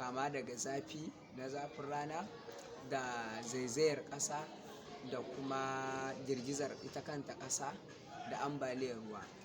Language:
Hausa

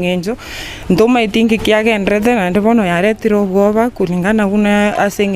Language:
Gusii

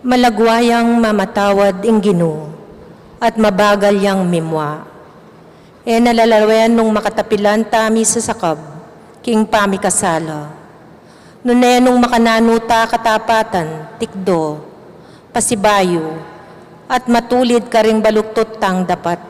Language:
Pampanga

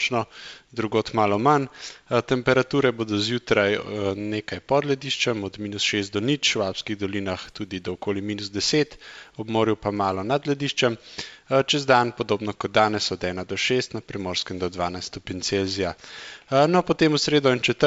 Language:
Slovenian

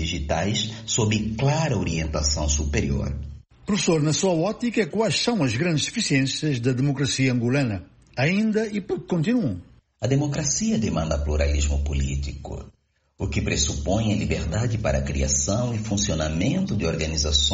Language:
Portuguese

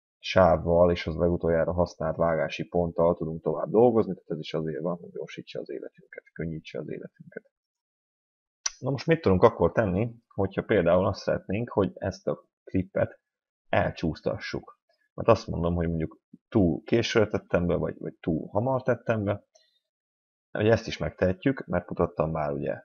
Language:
Hungarian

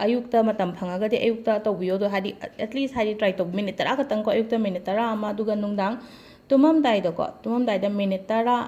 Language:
Manipuri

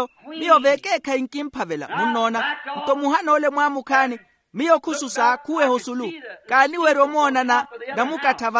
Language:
Makhuwa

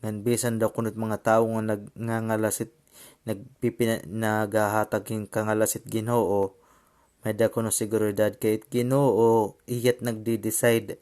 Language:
Waray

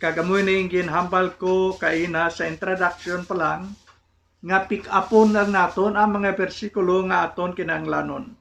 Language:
Hiligaynon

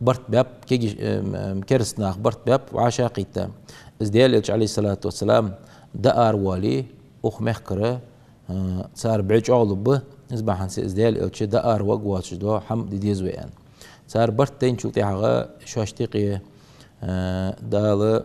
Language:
Ingush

